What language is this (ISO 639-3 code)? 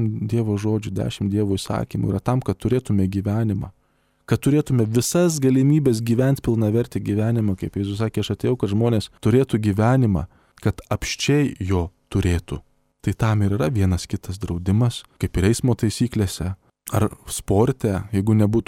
lit